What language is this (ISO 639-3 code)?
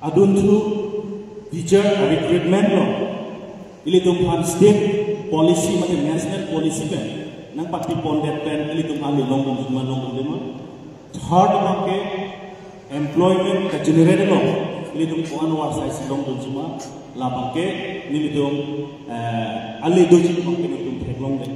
mjw